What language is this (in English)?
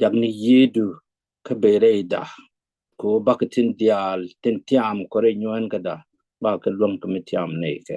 Nuer